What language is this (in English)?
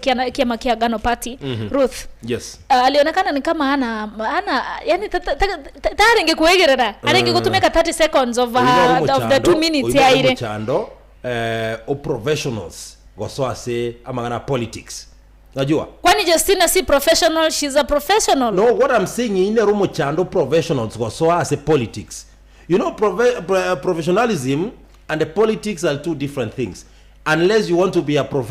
Gusii